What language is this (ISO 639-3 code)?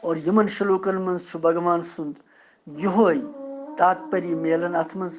kas